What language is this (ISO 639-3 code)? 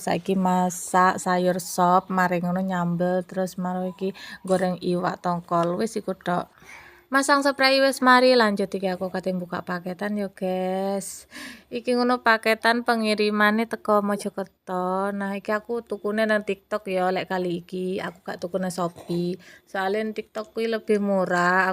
jav